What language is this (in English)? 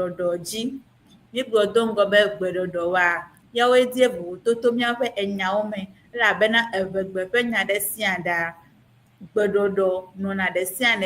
Ewe